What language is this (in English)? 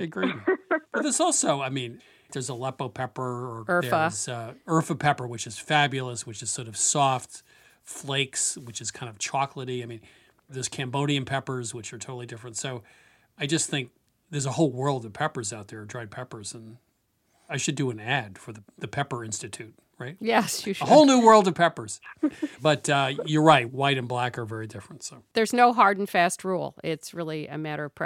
English